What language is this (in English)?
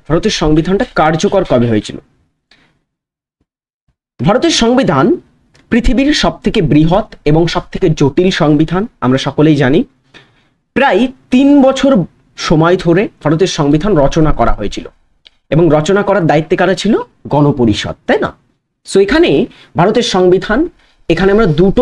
Bangla